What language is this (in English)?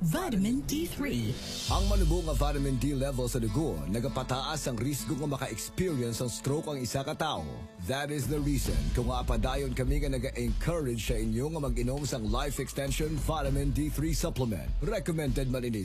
Hiligaynon